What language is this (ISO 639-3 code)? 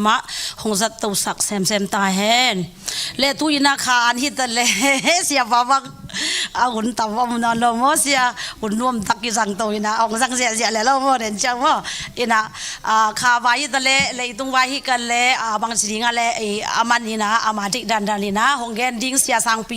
ctd